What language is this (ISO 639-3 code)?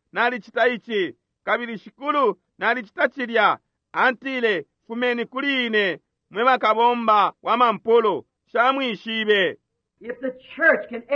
bem